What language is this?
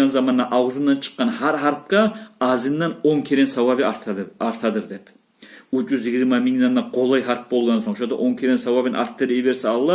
Kumyk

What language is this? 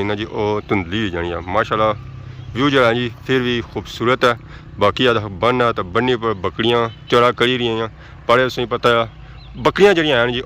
Pahari-Potwari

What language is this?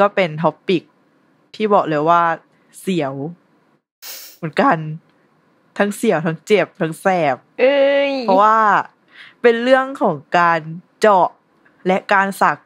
Thai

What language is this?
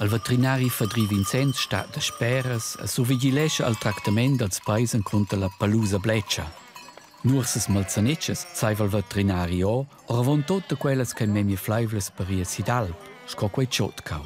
Romansh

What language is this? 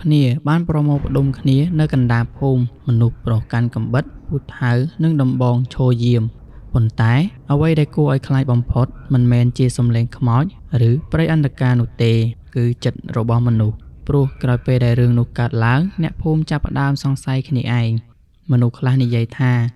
Khmer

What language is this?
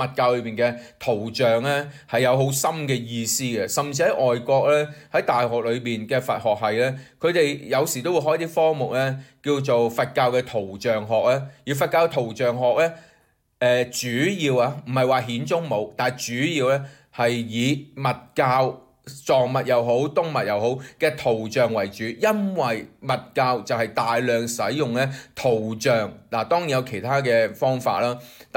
Cantonese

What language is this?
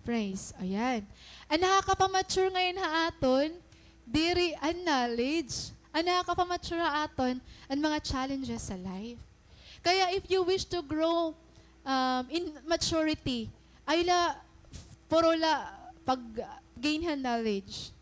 Waray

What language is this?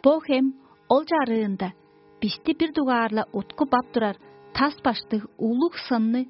Tuvinian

